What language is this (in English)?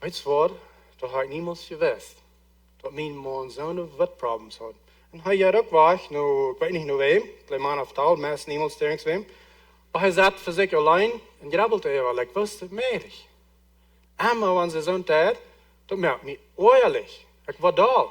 Plautdietsch